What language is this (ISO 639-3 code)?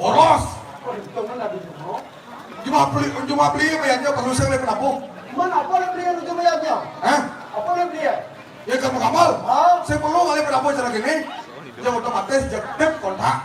ban